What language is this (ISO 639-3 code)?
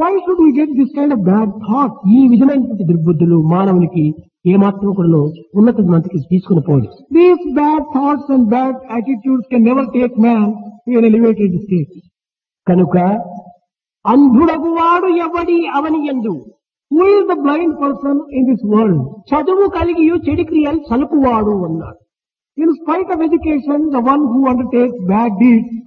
tel